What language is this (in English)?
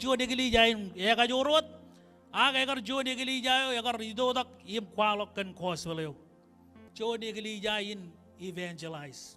Marshallese